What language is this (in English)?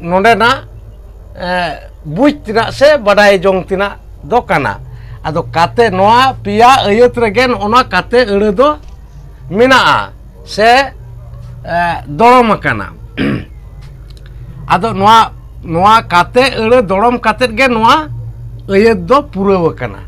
Santali